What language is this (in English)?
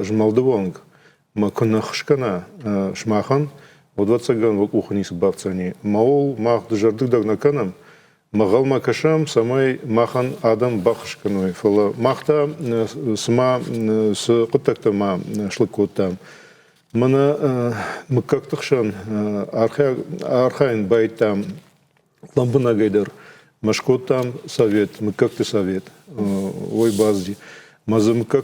Ossetic